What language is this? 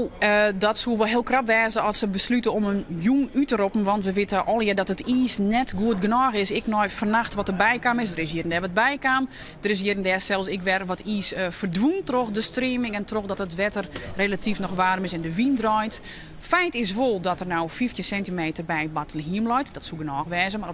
Western Frisian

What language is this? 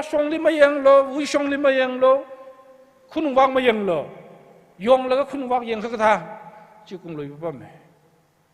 Tangkhul Naga (India)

